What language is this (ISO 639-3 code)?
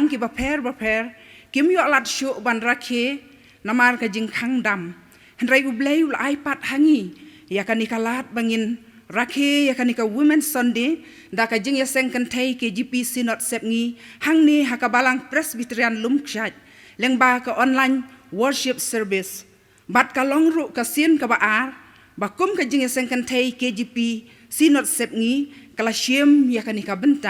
kha